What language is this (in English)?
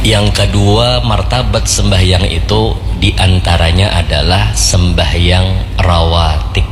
Banjar